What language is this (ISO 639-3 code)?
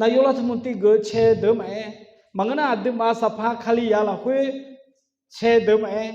ahk